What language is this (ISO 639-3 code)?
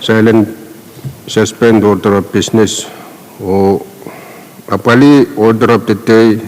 pon